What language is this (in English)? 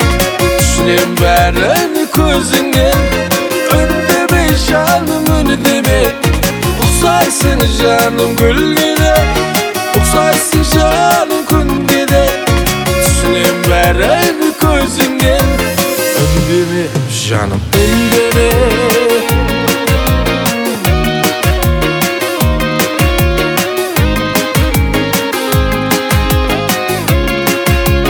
Kazakh